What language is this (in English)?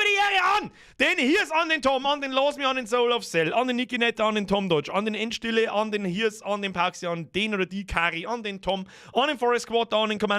Bavarian